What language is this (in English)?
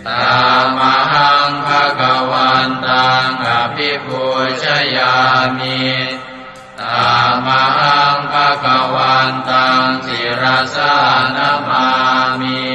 Pali